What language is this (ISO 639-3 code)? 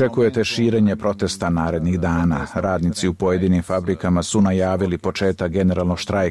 srp